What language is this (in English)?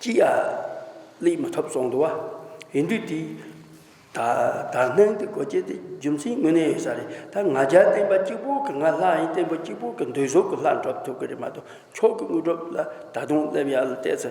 Tibetan